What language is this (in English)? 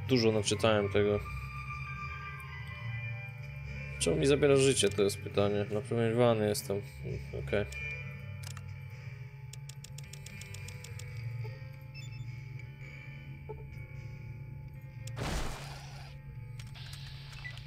Polish